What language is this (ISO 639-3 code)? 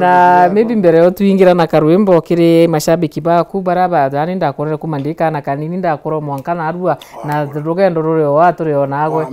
mer